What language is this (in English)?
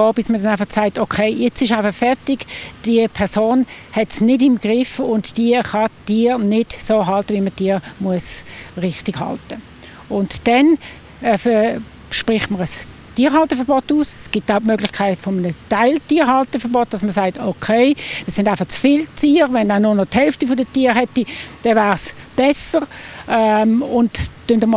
Swiss German